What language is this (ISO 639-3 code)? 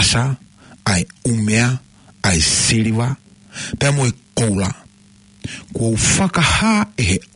ton